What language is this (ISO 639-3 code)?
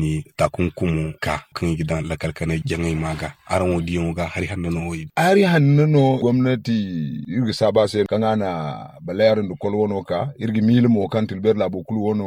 dje